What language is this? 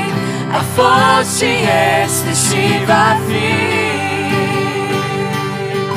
Romanian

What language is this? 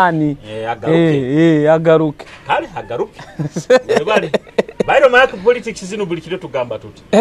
Nyoro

